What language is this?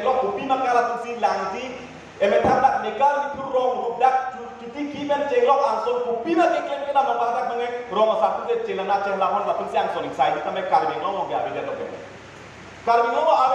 Karbi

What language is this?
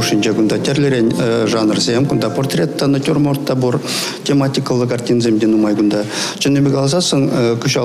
Chuvash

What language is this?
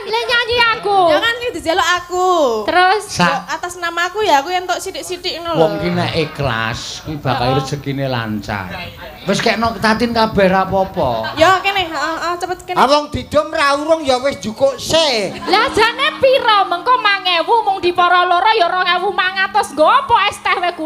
Javanese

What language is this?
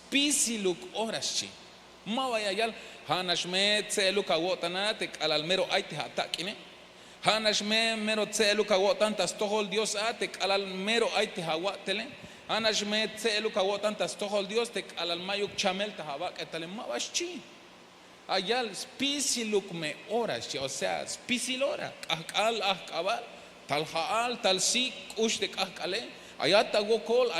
Tzeltal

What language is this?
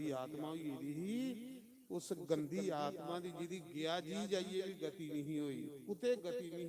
Dogri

